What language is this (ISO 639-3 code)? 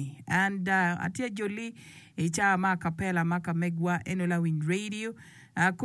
ach